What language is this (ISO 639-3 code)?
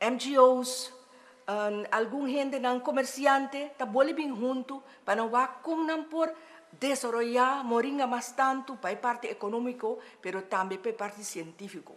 pap